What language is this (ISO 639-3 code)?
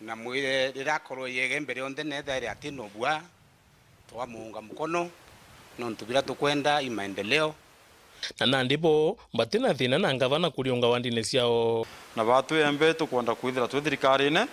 mer